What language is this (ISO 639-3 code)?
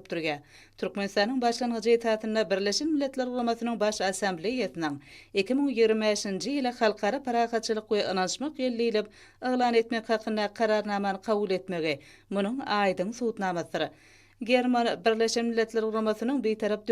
tuk